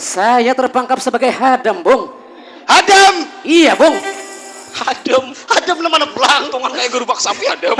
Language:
Banjar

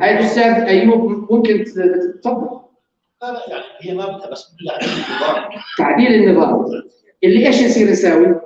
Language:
North Levantine Arabic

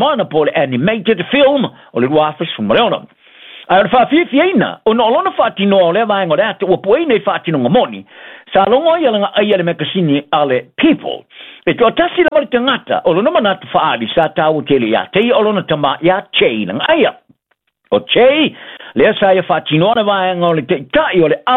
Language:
Samoan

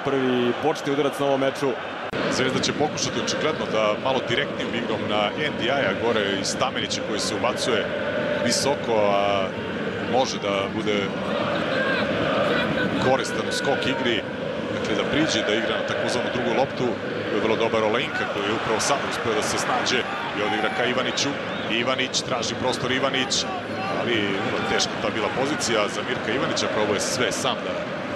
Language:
Serbian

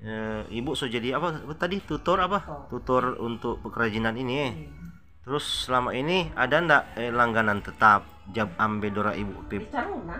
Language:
Manado Malay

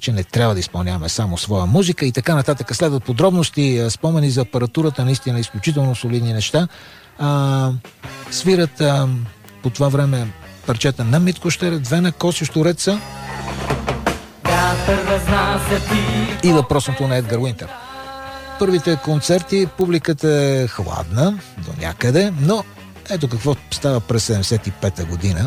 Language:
Bulgarian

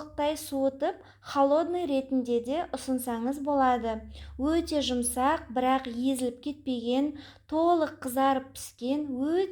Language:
Kazakh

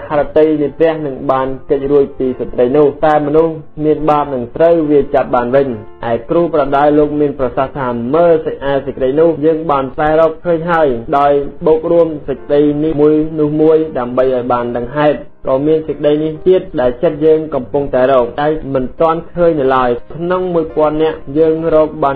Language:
Khmer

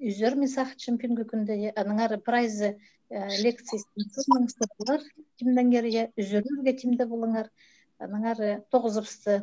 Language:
Khakas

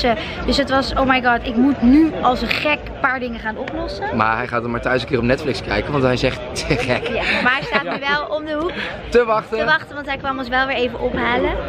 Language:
Dutch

